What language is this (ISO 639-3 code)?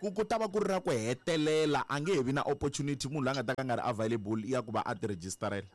tso